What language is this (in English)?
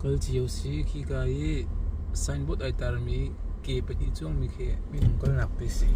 Hakha Chin